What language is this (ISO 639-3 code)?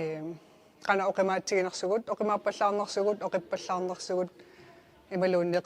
kal